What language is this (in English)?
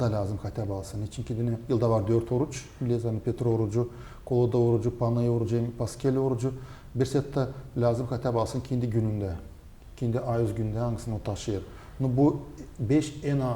Gagauz